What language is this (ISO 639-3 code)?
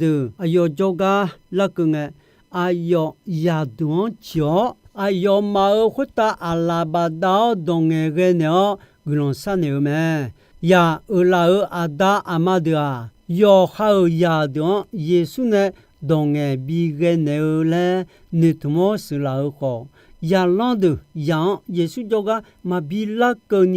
ahk